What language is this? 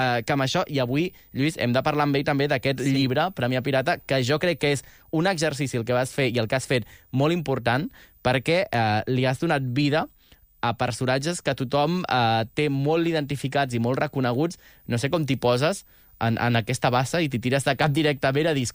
Catalan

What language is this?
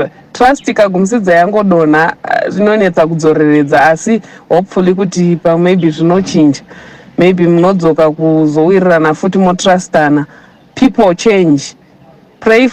Shona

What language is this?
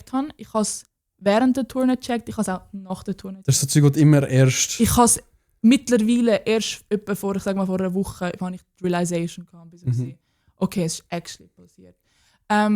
Swiss German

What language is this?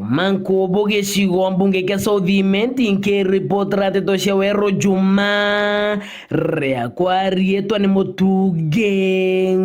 Meru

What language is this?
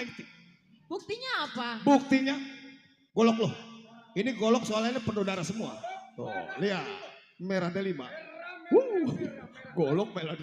Betawi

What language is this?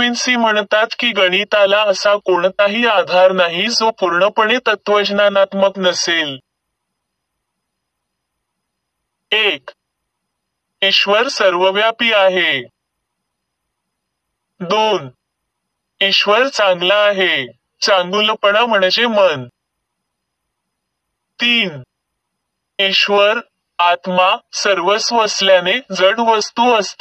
Marathi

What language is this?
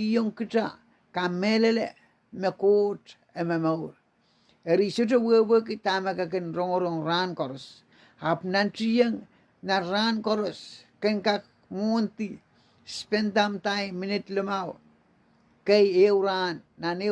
Pohnpeian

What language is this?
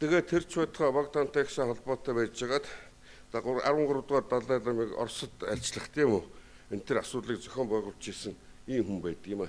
Mongolian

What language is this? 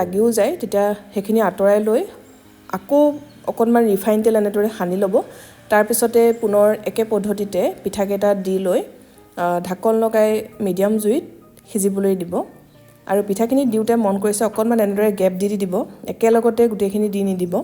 Assamese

